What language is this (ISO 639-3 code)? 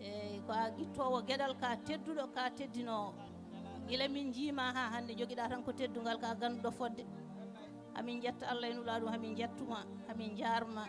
ful